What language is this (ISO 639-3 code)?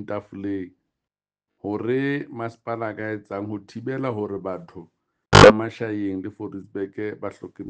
sot